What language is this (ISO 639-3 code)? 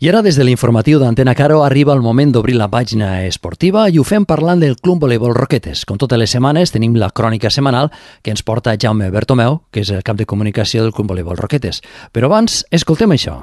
cat